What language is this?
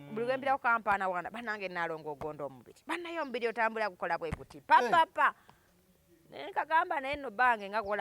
Ganda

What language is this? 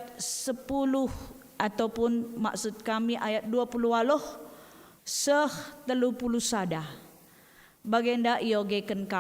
Batak Karo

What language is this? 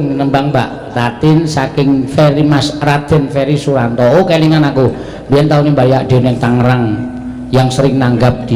Javanese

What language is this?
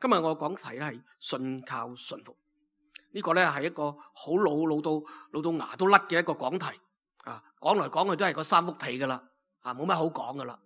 Cantonese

